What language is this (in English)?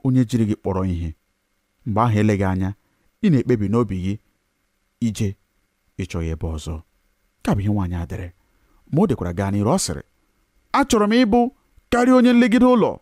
Igbo